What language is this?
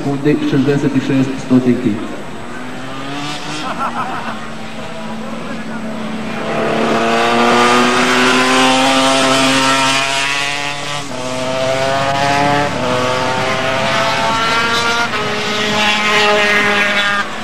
Croatian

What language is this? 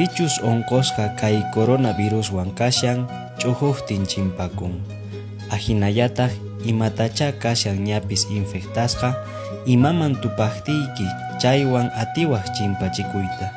Quechua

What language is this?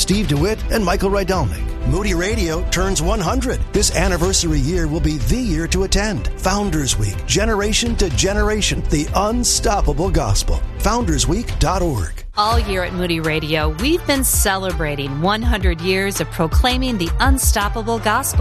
English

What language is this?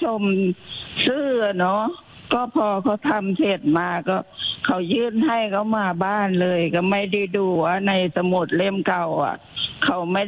Thai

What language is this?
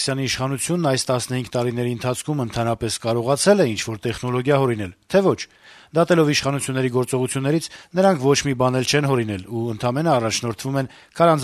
Armenian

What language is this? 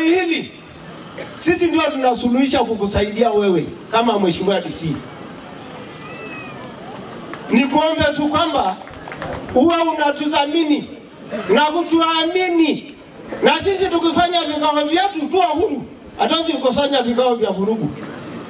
Swahili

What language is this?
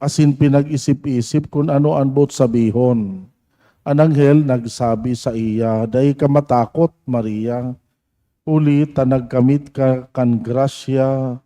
Bikol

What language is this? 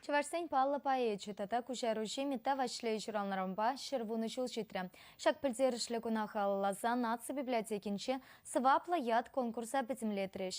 Chuvash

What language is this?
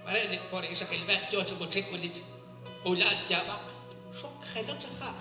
Kekchí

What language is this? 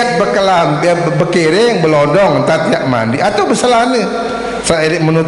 Sasak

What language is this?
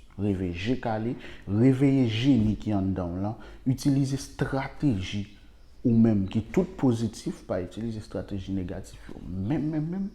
Haitian Creole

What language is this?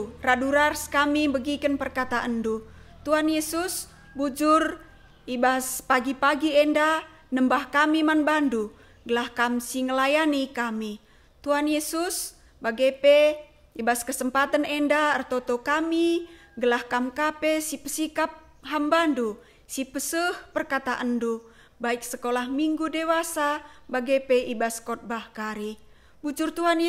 Batak Karo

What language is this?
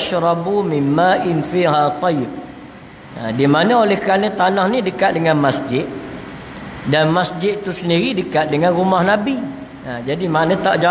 Malay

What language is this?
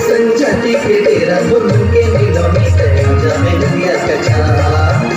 Chhattisgarhi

